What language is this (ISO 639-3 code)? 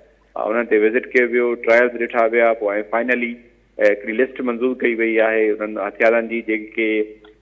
snd